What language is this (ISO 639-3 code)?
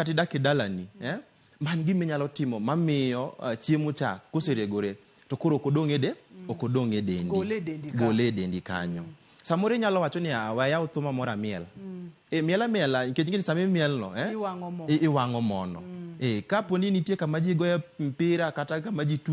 luo